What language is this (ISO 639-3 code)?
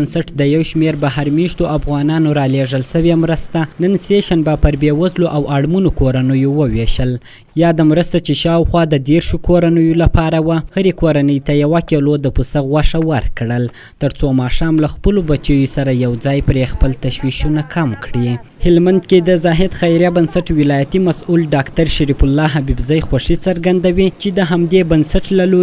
pus